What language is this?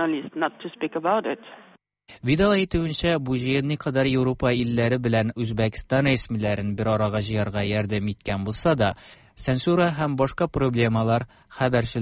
Tatar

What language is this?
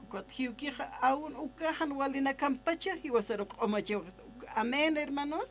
Aymara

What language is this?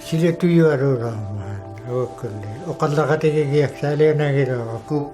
Inuktitut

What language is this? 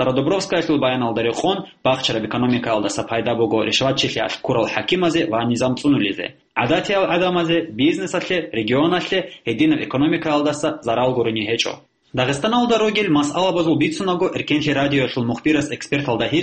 Avaric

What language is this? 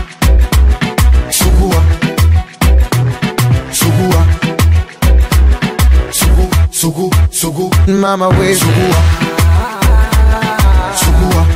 Swahili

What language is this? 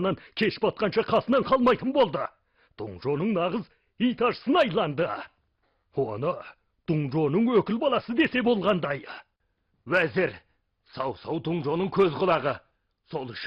Kazakh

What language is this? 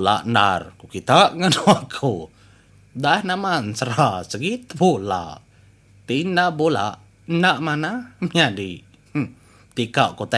Iban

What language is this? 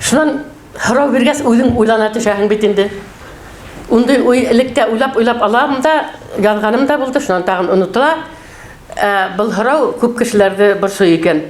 Bashkir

